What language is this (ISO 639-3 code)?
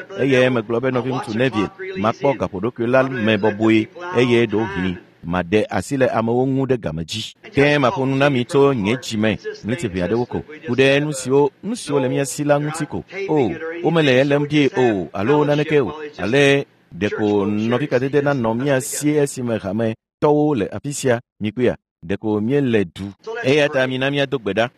ewe